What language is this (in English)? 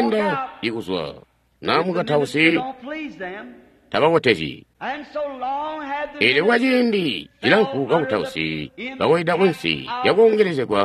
Tonga (Zambia)